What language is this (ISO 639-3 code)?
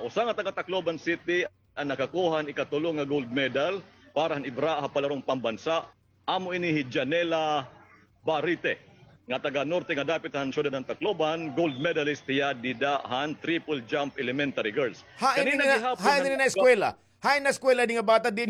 war